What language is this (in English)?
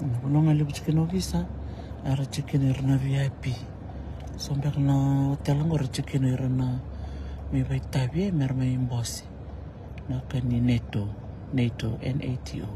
Fijian